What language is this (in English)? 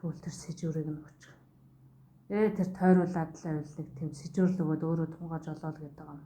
Mongolian